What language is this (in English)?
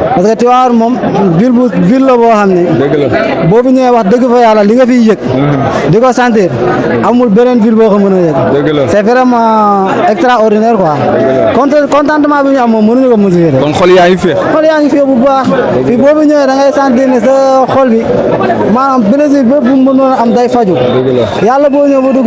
Wolof